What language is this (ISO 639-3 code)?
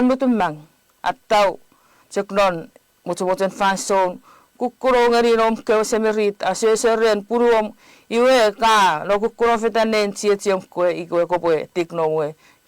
chk